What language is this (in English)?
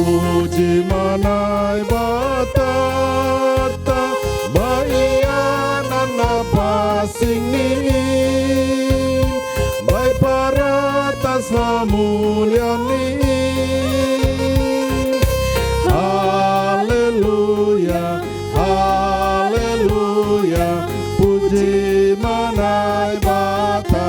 Batak Simalungun